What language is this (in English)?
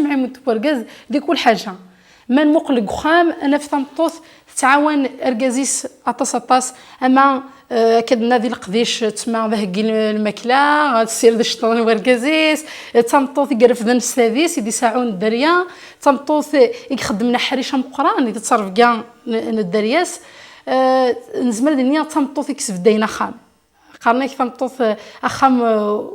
Kabyle